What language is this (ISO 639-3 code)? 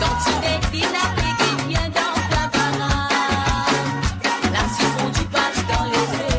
mfe